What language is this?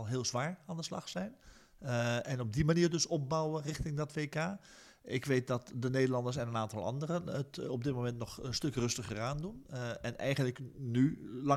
Dutch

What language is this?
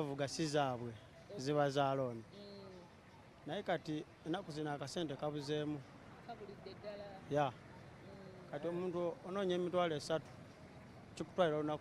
Ganda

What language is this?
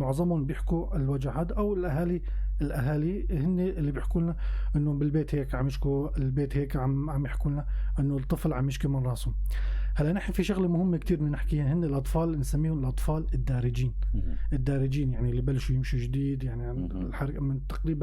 North Levantine Arabic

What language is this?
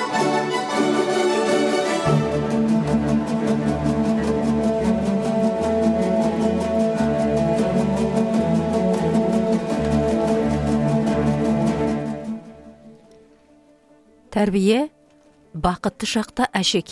Kazakh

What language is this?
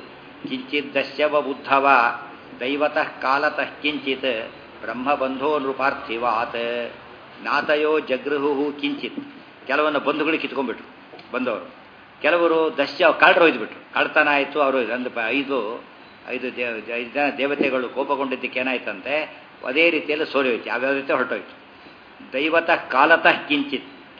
Kannada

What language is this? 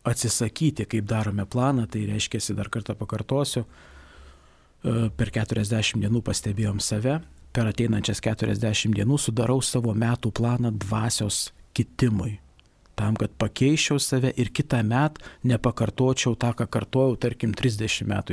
Lithuanian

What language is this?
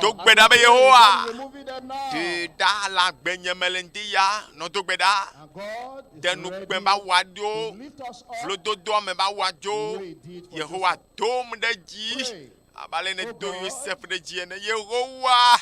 Ewe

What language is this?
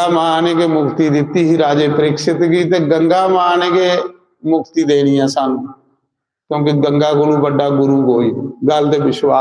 Dogri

